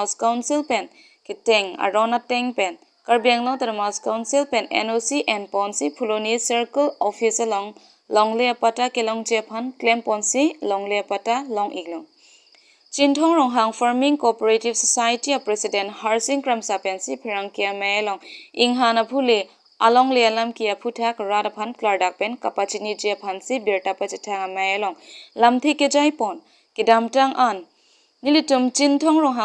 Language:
Karbi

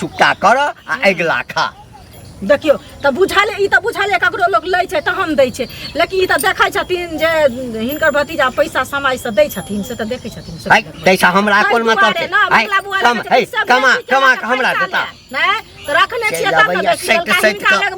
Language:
Maithili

